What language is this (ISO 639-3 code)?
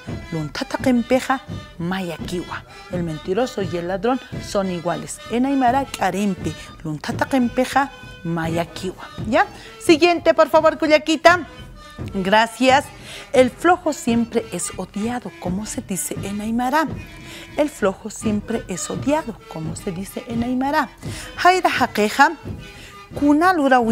aym